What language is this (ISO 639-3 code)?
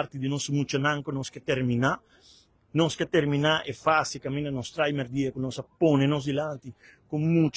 pap